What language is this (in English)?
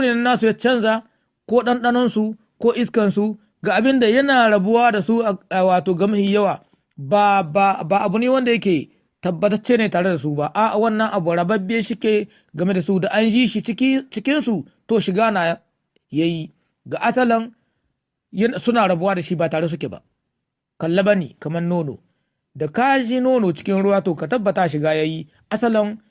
Hausa